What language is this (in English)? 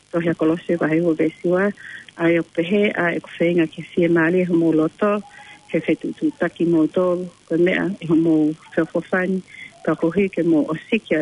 Tongan